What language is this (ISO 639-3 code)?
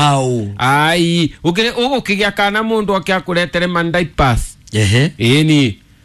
kik